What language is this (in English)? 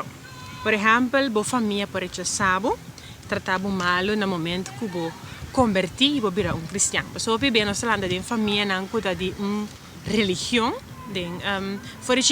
Papiamento